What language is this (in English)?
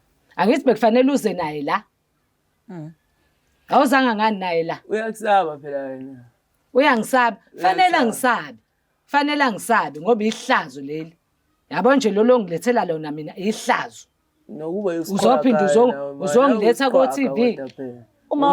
Zulu